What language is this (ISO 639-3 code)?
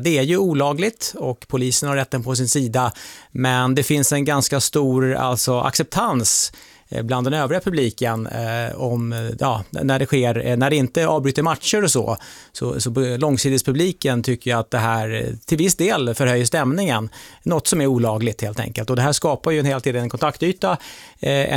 swe